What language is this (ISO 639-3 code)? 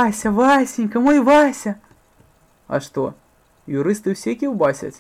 bel